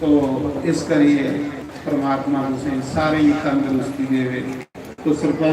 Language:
Dogri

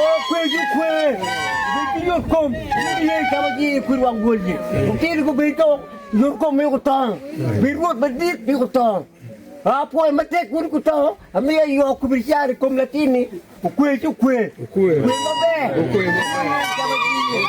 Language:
Acoli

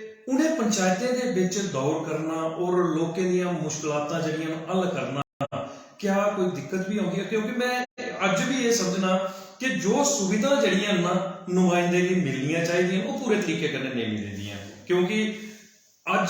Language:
Dogri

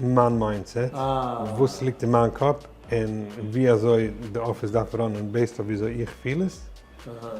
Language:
Yiddish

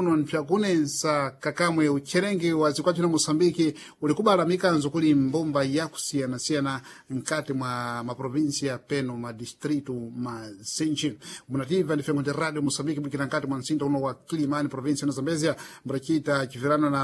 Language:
Sena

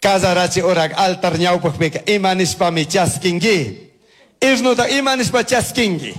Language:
Chimborazo Highland Quichua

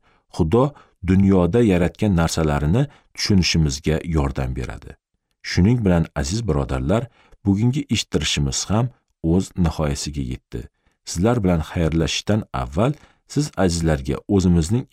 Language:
Uzbek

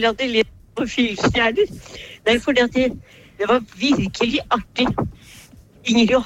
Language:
Norwegian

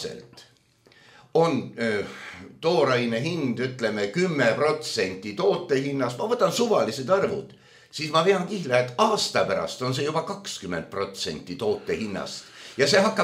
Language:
Estonian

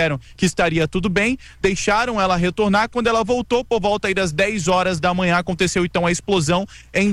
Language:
Portuguese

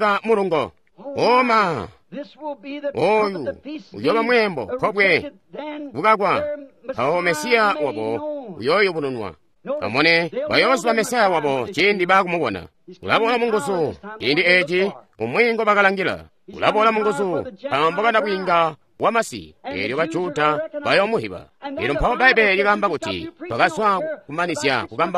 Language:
Tonga (Zambia)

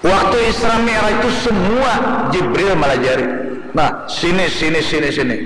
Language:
Banjar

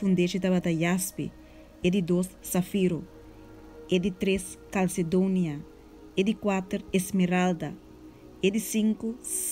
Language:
Papiamento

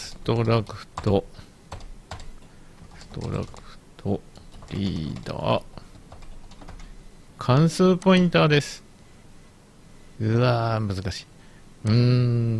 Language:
Japanese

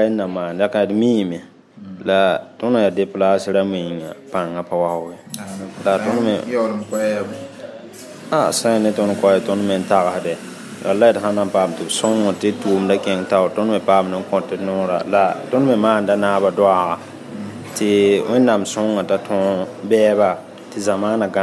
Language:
Mossi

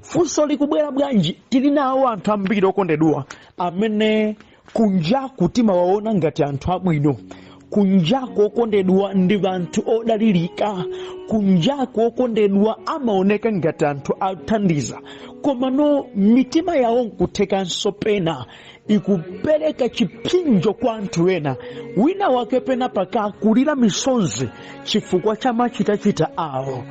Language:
Nyanja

